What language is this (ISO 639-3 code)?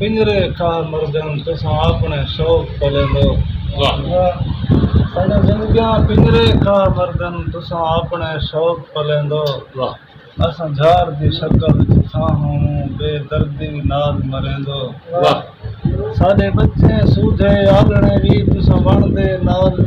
skr